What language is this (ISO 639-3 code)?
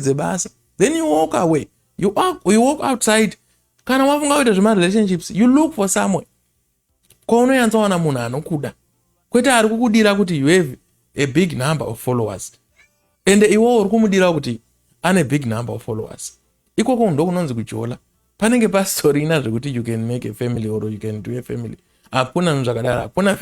sna